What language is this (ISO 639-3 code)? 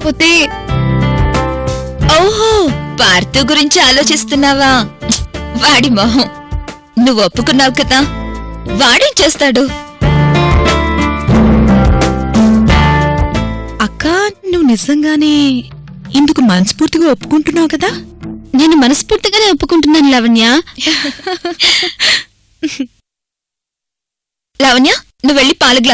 tel